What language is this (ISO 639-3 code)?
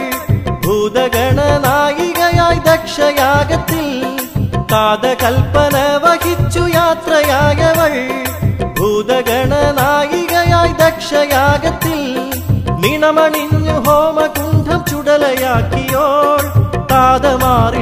mal